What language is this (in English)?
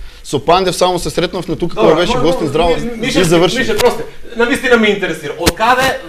Macedonian